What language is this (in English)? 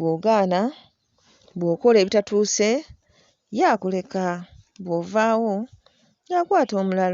Ganda